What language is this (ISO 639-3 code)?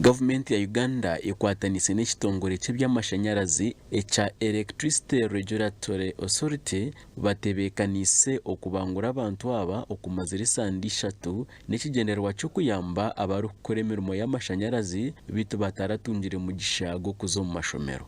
nyn